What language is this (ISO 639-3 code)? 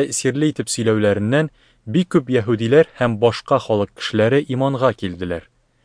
tat